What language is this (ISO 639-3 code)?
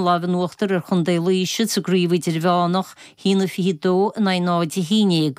gle